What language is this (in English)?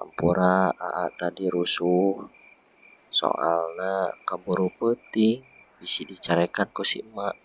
Sundanese